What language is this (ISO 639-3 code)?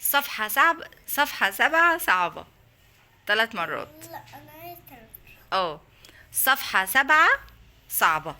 arz